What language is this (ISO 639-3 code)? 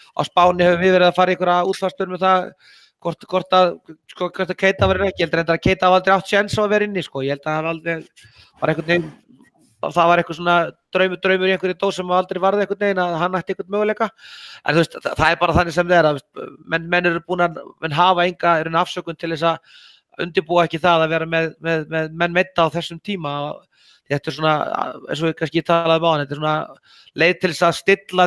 isl